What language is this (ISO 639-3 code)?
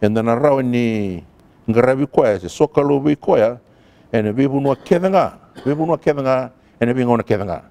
fij